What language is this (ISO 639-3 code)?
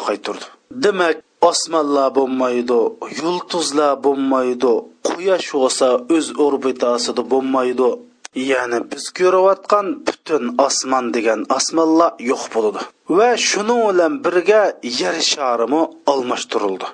uig